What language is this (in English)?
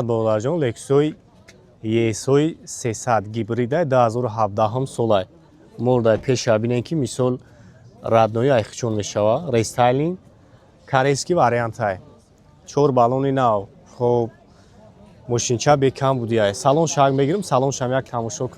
Tajik